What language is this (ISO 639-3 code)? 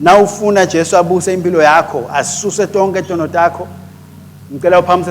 ssw